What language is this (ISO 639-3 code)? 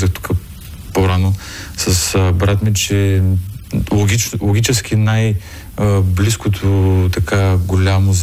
bul